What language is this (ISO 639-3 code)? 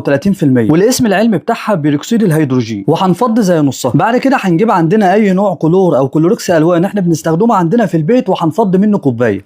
arz